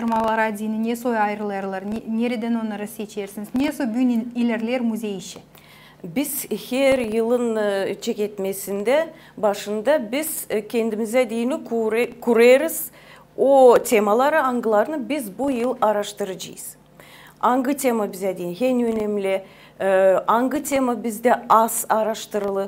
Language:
Gagauz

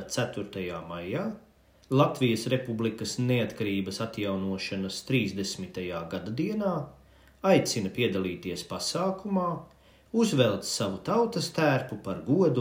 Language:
Latvian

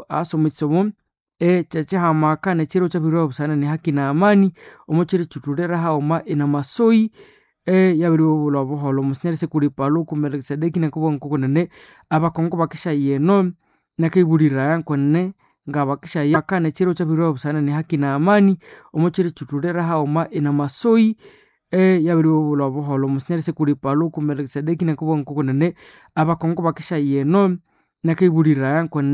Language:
Nande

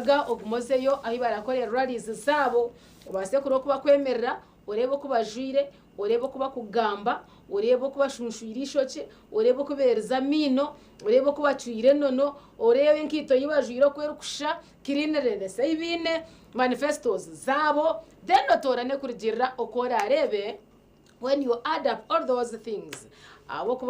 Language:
Nyankole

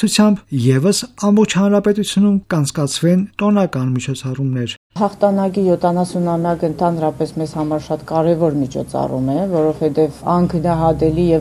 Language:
Armenian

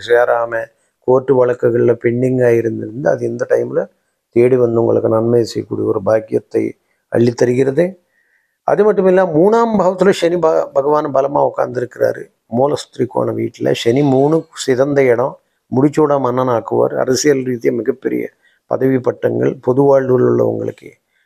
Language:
Tamil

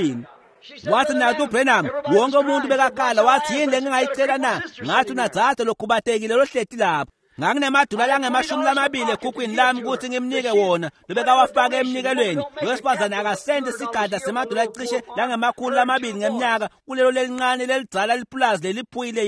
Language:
Swati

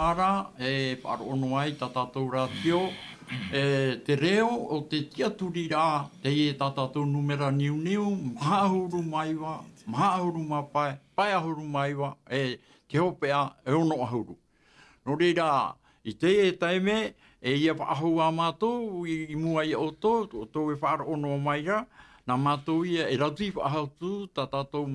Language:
Tahitian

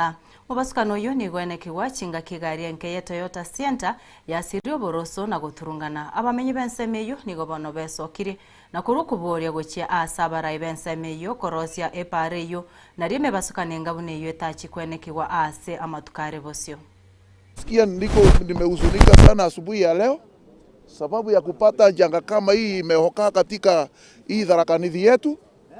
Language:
Gusii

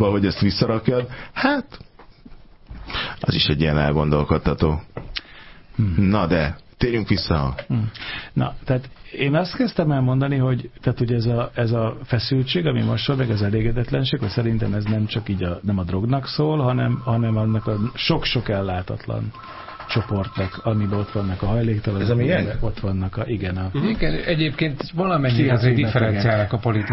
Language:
Hungarian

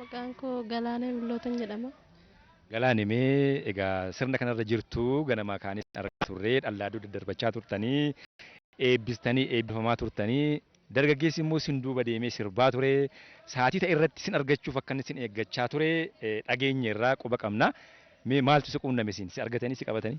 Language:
Oromo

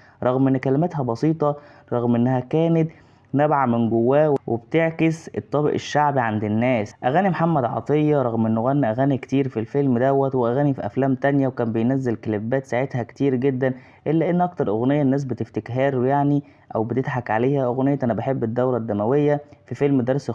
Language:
Egyptian Arabic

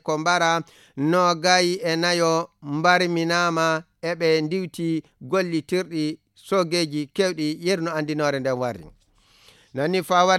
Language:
Fula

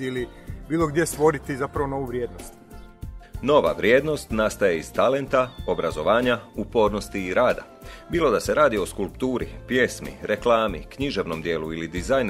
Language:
Croatian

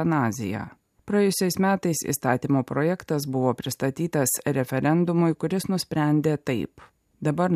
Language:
Lithuanian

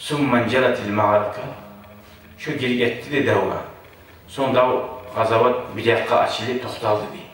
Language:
Kumyk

